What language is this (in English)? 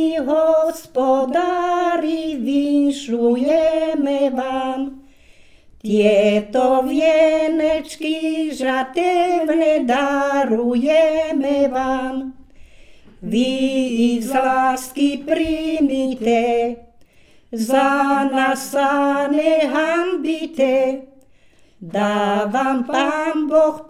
Slovak